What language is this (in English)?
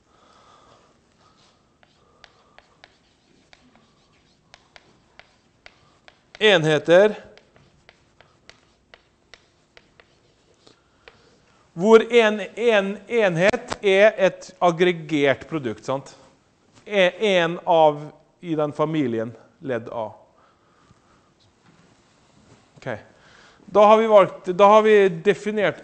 Norwegian